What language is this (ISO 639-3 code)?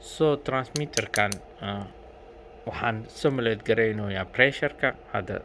som